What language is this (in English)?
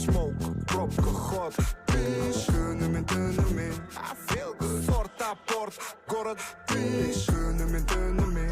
Kara-Kalpak